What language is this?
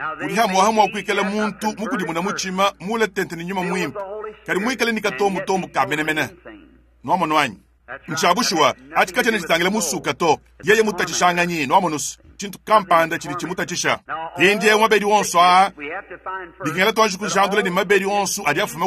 Luba-Lulua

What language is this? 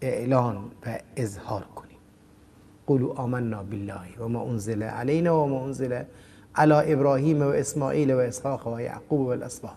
Persian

